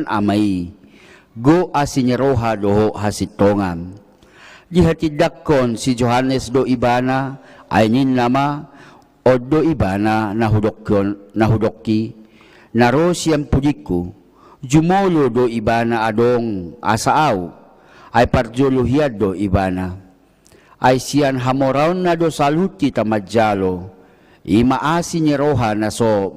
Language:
Batak Toba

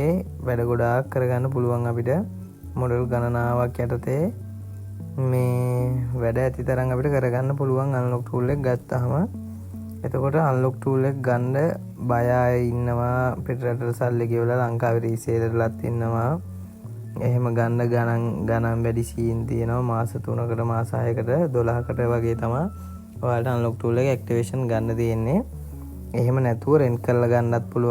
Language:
Sinhala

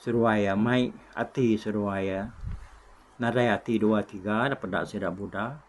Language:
Iban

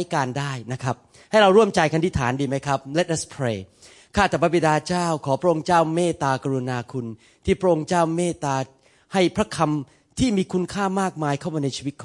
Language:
Thai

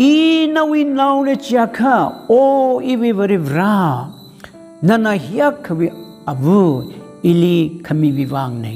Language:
Tangkhul Naga (India)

